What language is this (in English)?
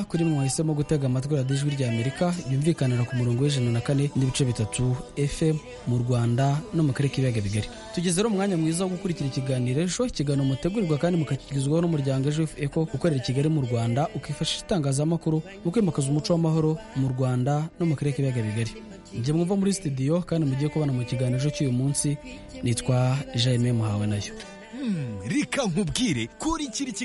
Kinyarwanda